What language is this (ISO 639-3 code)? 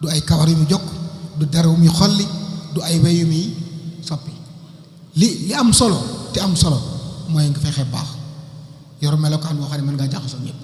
wol